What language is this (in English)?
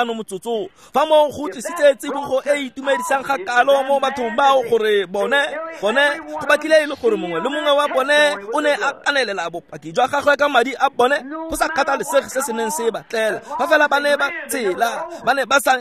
Tswana